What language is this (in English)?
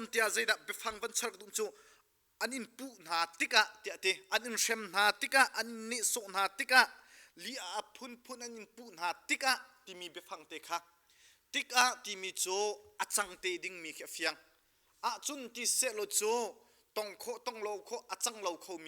Hakha Chin